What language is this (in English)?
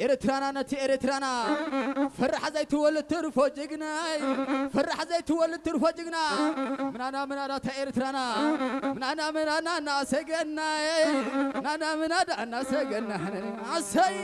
Tigrinya